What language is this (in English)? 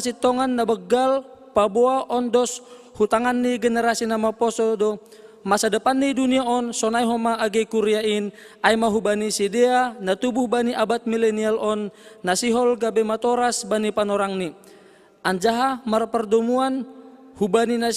Batak Simalungun